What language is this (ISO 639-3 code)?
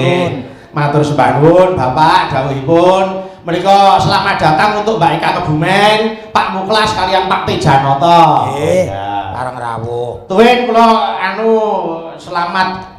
jav